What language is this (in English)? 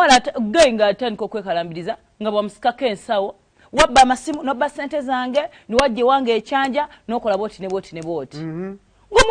Ganda